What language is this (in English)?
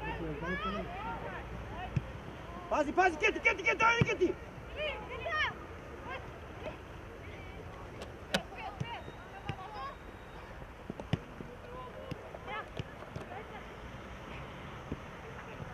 Macedonian